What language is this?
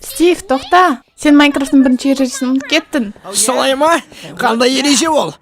Kazakh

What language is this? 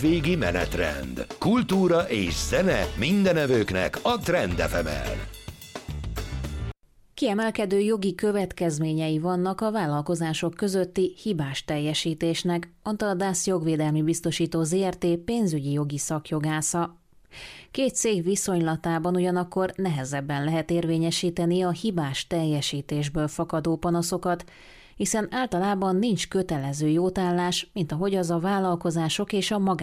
Hungarian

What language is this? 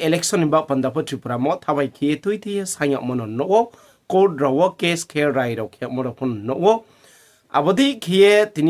Riang (India)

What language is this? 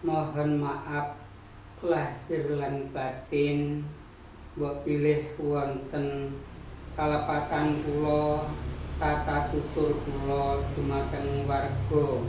Javanese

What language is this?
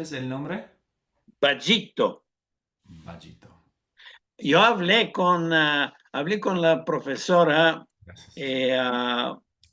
Ladino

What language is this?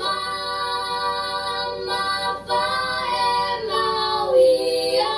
Tongan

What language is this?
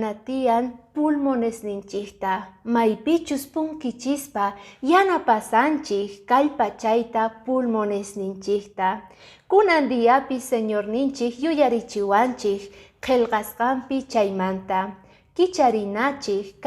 Quechua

